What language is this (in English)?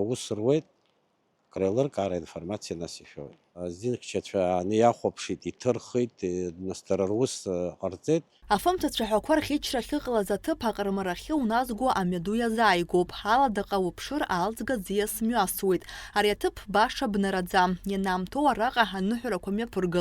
Abkhazian